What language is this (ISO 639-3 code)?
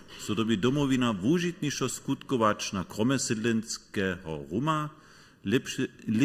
hsb